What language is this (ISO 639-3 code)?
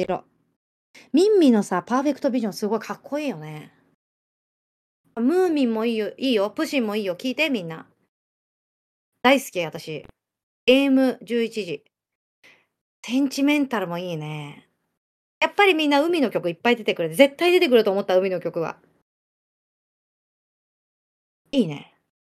jpn